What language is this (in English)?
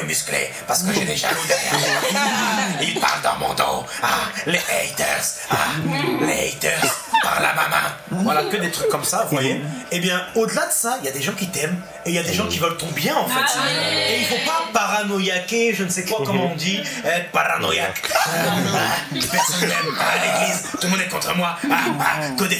French